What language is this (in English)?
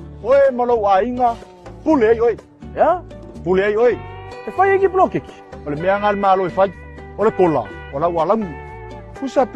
Samoan